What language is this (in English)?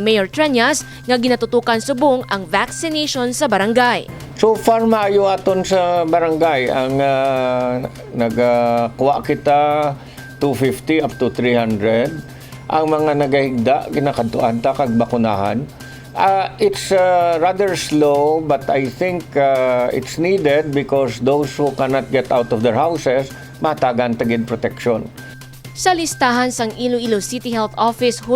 Hiligaynon